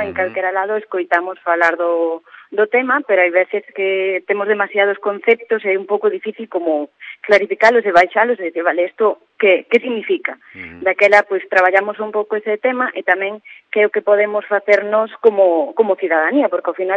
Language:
Galician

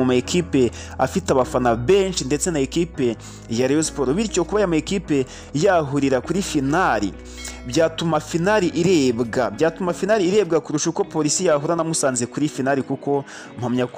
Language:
Kinyarwanda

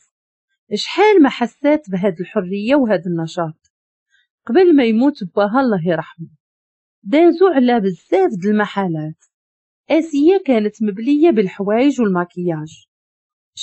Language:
Moroccan Arabic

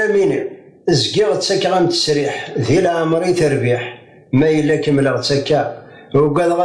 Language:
Kabyle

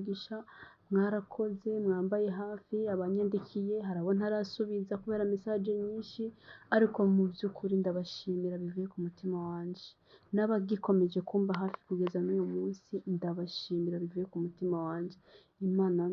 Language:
Rundi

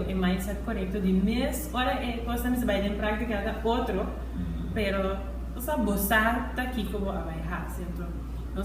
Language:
Papiamento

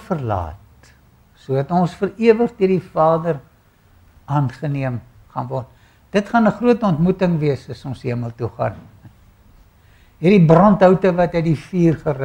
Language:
Afrikaans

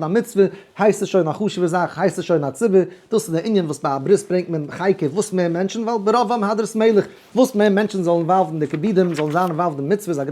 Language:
Yiddish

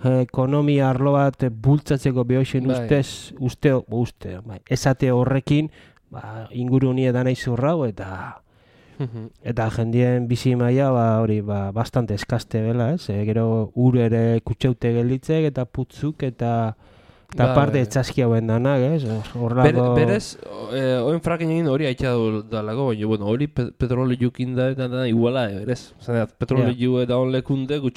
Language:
Basque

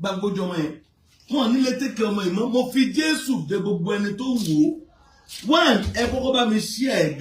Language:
Yoruba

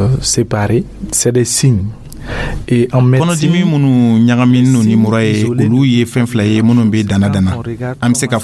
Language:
Dyula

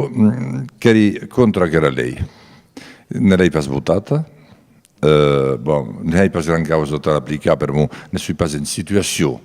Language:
Occitan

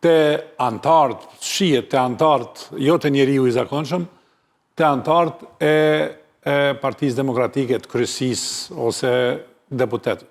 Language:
Albanian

